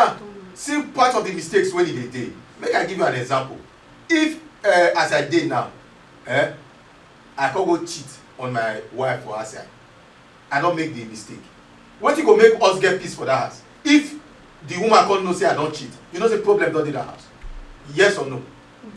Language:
Nigerian Pidgin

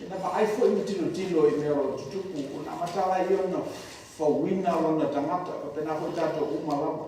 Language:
Samoan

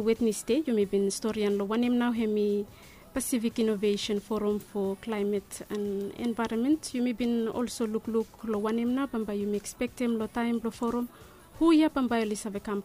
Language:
Bislama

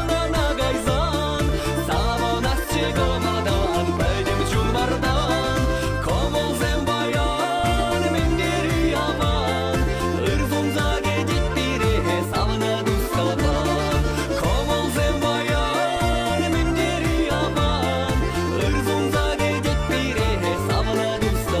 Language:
Chuvash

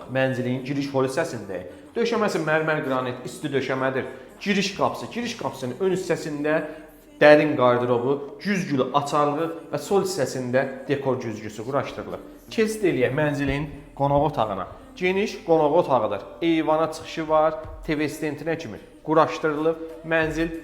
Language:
Azerbaijani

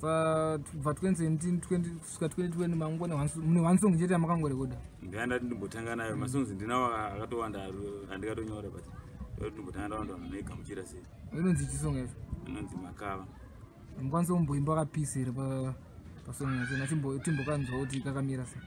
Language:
Shona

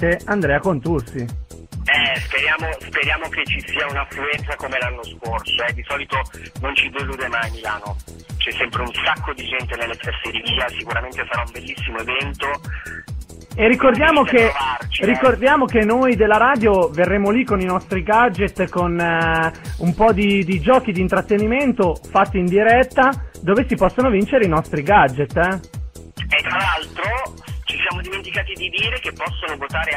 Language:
Italian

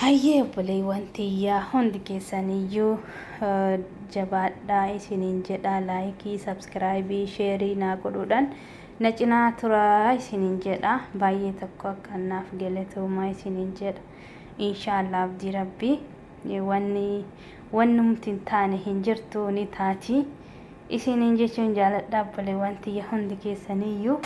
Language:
Oromo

